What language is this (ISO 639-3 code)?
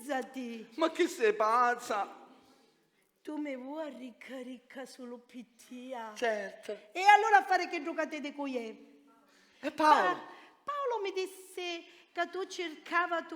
scn